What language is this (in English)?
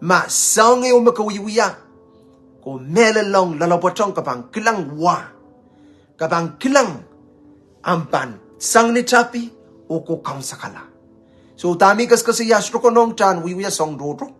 Pohnpeian